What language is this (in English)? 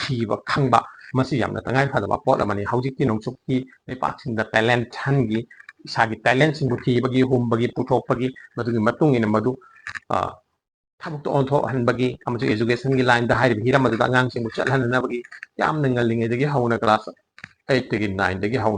Manipuri